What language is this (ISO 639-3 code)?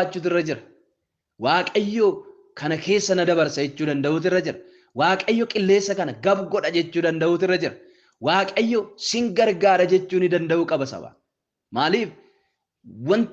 orm